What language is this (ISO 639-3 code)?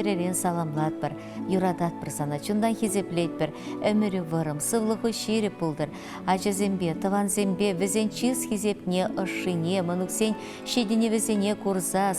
chv